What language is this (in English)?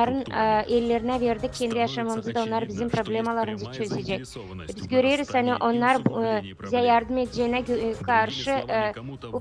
Gagauz